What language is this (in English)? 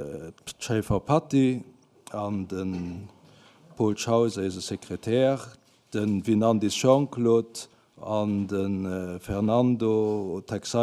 Luxembourgish